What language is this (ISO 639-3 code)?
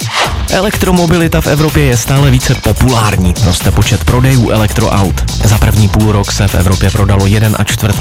ces